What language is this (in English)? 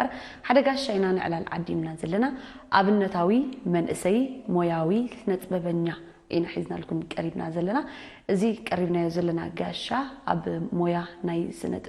Tigrinya